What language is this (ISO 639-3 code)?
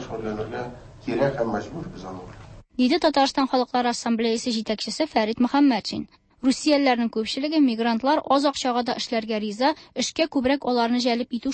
tat